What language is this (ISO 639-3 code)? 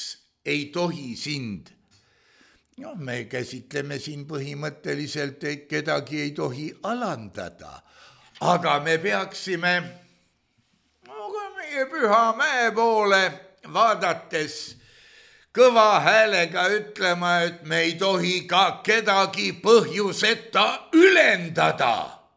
est